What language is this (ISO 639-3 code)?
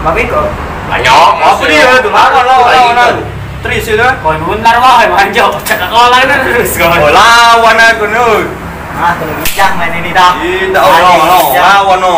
mui